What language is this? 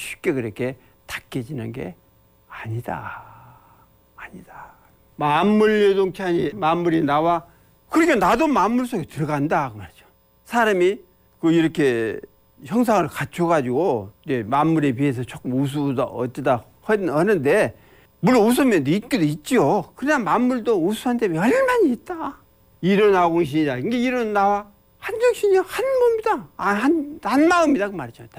Korean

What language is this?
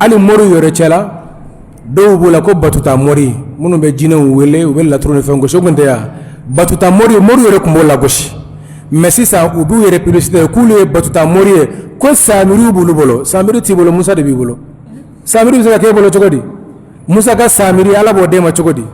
Bambara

